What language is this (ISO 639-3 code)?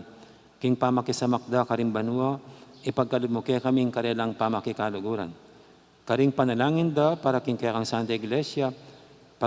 pam